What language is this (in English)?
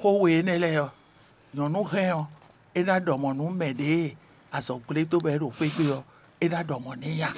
Fon